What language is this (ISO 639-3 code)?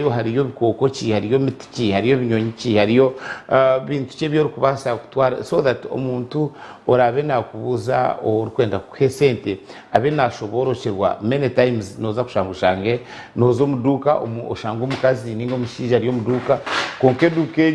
nyn